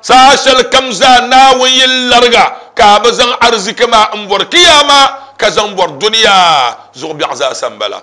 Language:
Dagbani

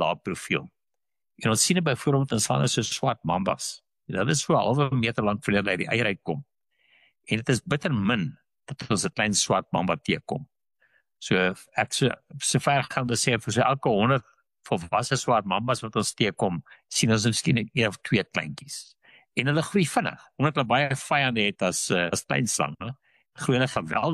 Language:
Afrikaans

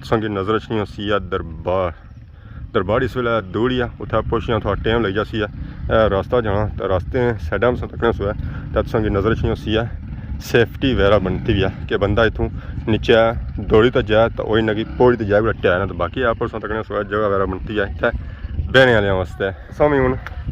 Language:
Pahari-Potwari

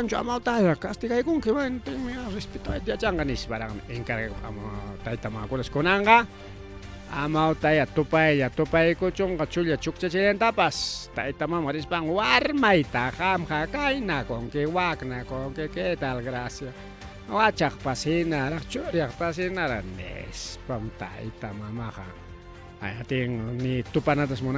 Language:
Ayacucho Quechua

